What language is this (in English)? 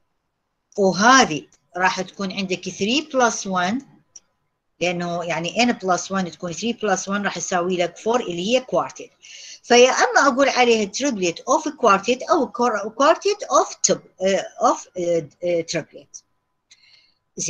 Mesopotamian Arabic